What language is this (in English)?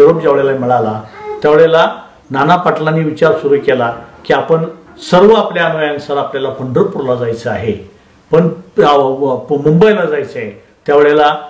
Marathi